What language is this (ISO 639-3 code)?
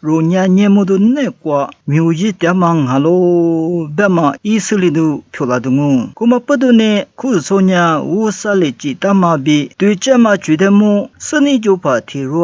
lis